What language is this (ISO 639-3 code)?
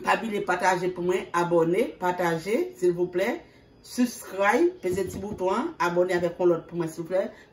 hat